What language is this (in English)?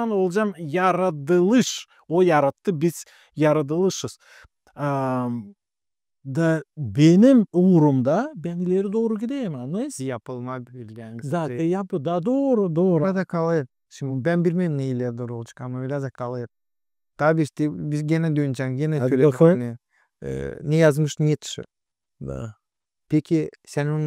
Gagauz